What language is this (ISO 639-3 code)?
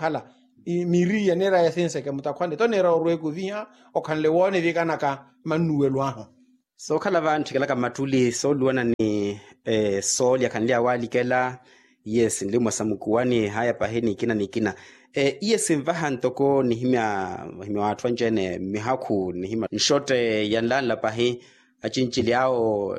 vmw